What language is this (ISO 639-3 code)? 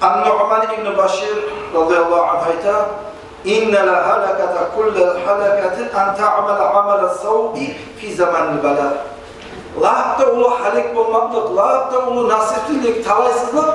kum